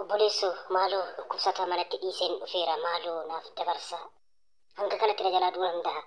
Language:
Oromo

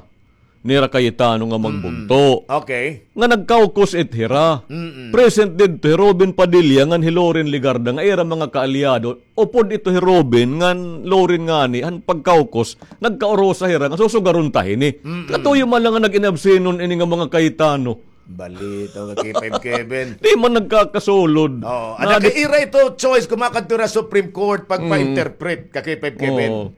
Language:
Waray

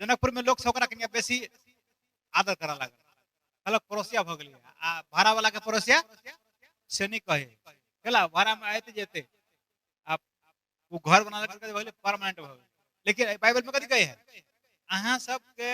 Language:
Maithili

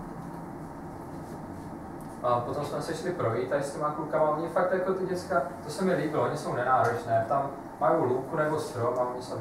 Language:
Czech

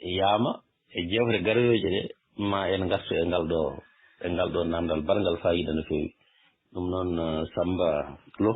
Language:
Fula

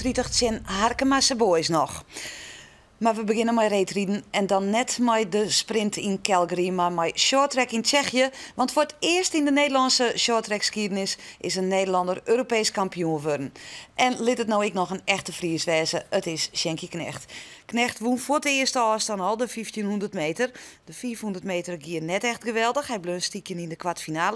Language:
Western Frisian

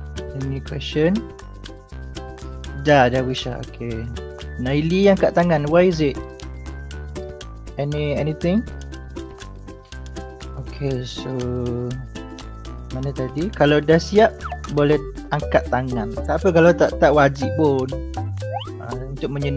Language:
Malay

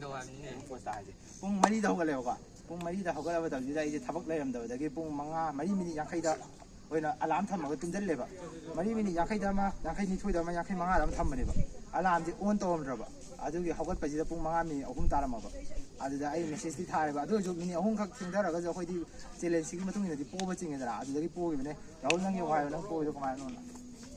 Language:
Manipuri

